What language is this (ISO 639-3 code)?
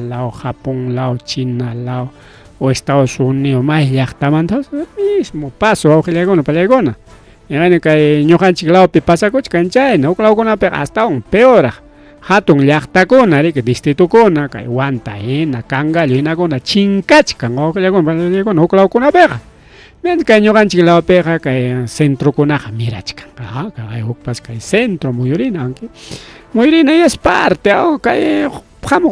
quy